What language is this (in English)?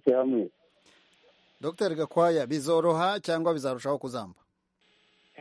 Kinyarwanda